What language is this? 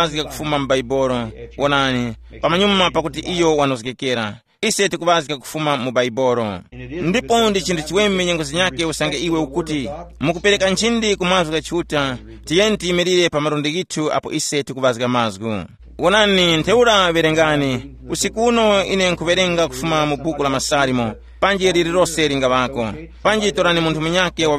Tumbuka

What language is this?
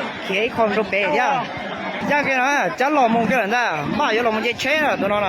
Hmong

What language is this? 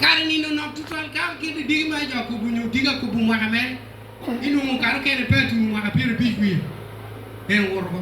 Acoli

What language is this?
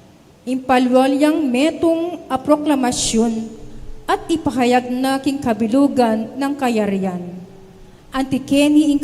Pampanga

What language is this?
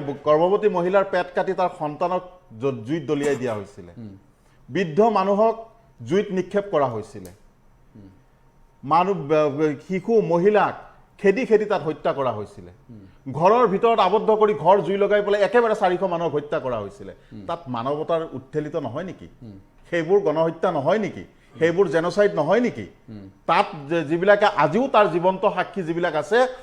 Assamese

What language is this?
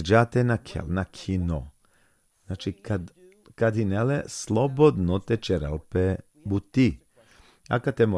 Balkan Romani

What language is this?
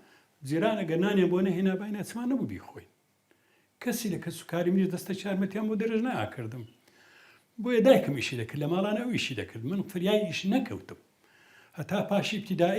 Central Kurdish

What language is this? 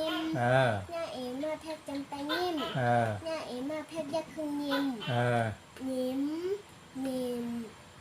Shan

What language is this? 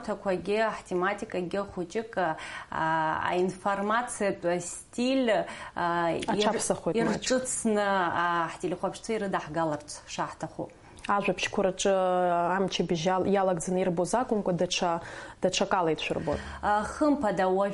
Abkhazian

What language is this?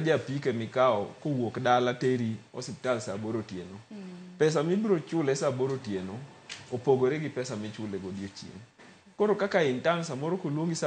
Luo (Kenya and Tanzania)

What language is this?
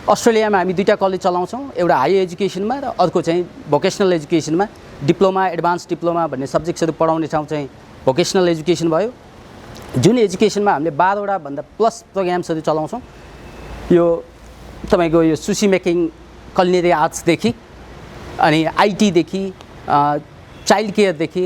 Nepali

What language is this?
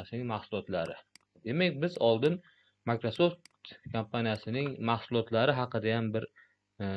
Uzbek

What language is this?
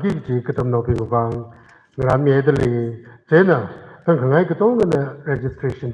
Tangkhul Naga (India)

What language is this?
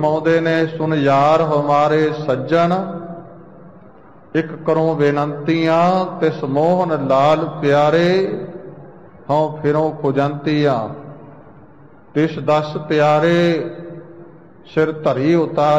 Punjabi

